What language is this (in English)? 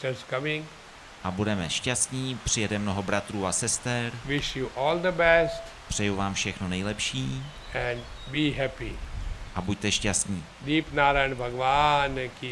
Czech